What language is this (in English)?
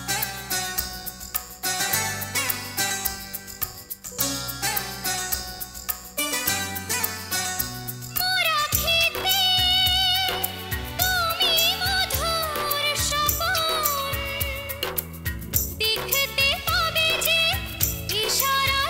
Bangla